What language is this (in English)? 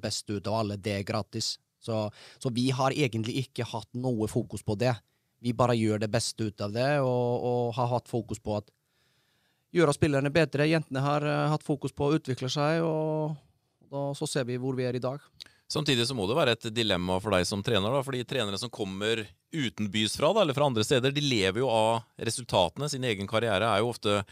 Norwegian